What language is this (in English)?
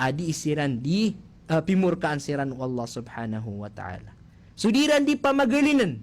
Maranao